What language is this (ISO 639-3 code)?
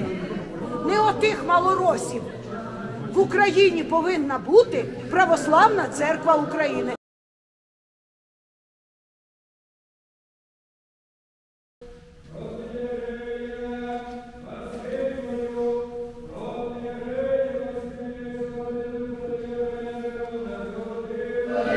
ukr